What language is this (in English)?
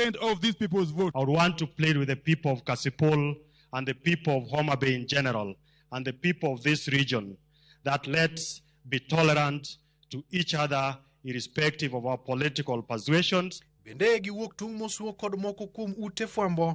Luo (Kenya and Tanzania)